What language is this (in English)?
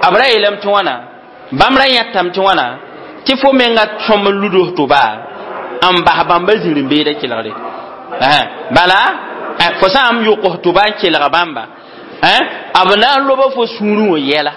Mossi